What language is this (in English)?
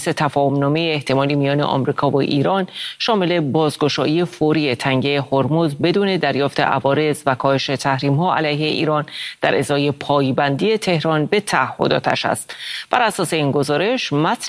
Persian